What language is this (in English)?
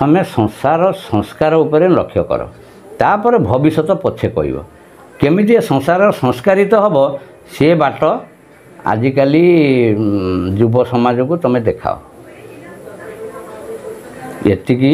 Odia